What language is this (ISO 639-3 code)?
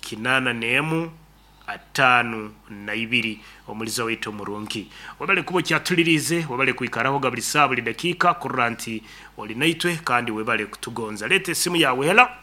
nyn